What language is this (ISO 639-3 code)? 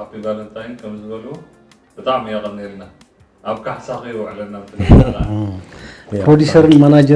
tir